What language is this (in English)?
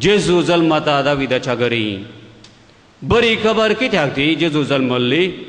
Konkani